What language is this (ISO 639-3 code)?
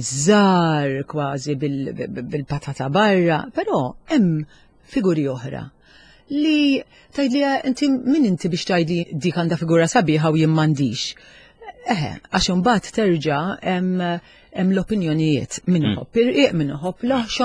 mlt